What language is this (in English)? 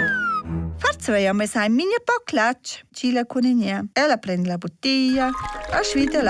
Romansh